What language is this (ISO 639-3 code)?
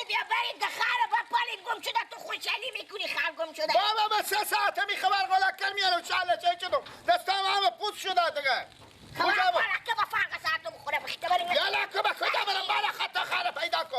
fas